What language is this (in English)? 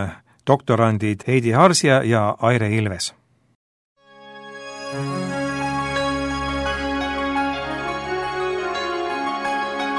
Estonian